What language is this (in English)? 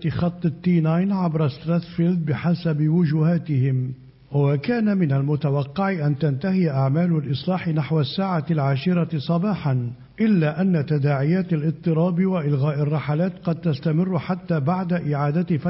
Arabic